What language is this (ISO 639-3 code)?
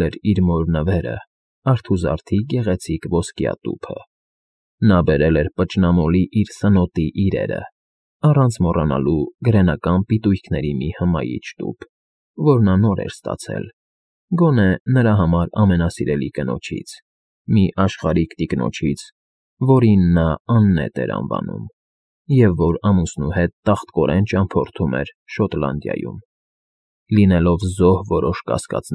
hye